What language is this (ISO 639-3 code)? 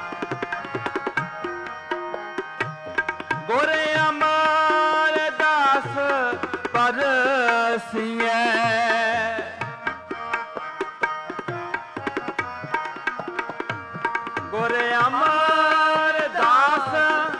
pan